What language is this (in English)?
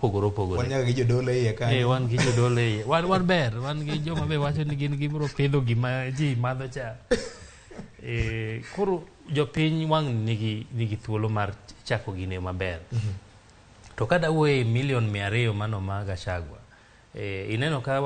Luo (Kenya and Tanzania)